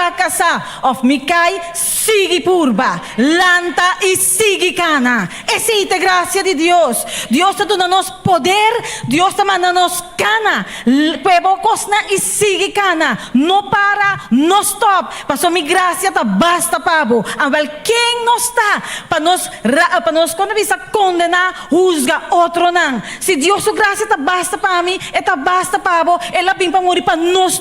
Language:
Papiamento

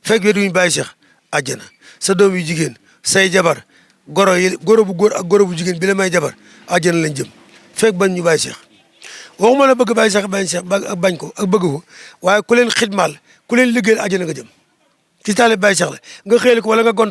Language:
Wolof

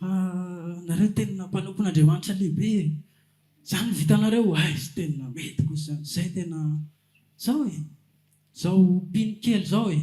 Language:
Malagasy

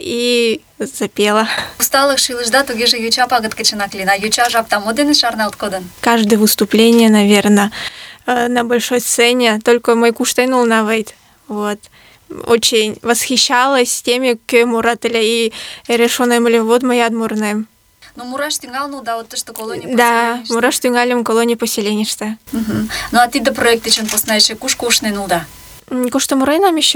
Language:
Mari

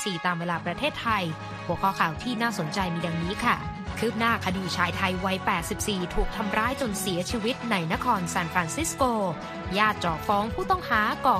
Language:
Thai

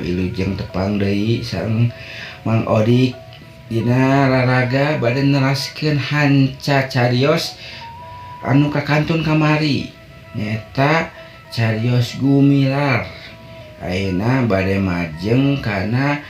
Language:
Sundanese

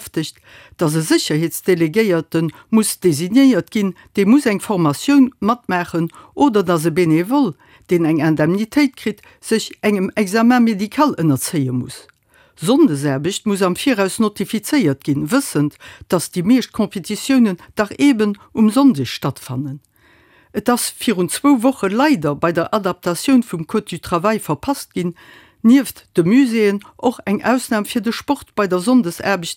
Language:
Luxembourgish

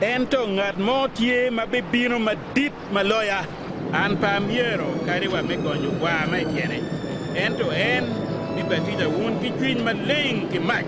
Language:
Acoli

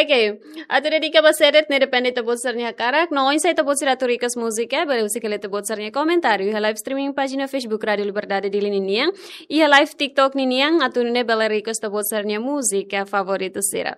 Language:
Tetum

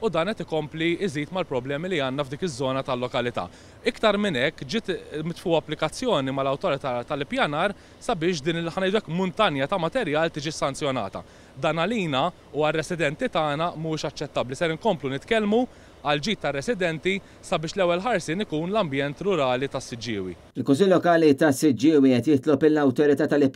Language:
Maltese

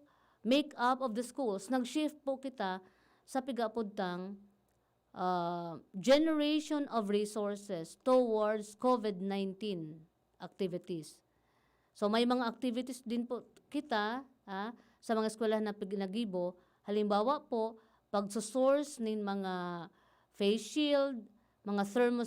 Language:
Bikol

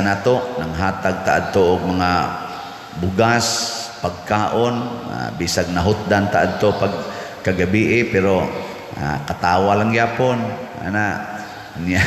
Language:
Cebuano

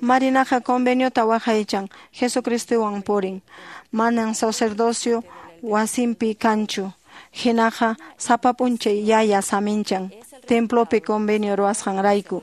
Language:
Quechua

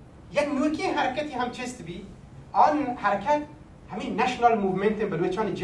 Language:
Baluchi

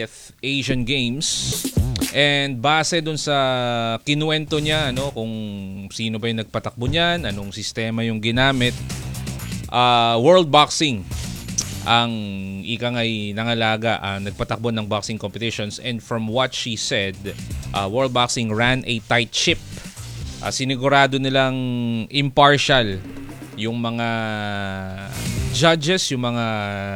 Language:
Filipino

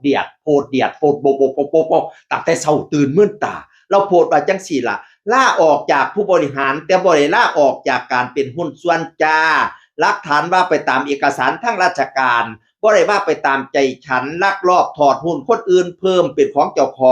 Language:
Northeastern Thai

